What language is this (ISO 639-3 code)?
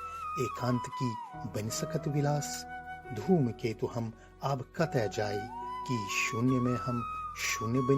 mai